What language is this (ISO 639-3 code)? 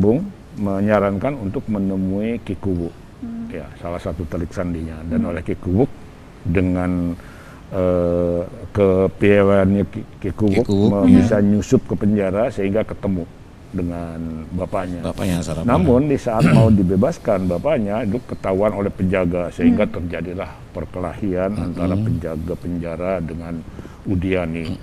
ind